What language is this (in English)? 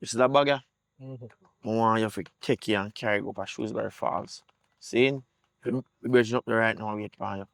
Jamaican Creole English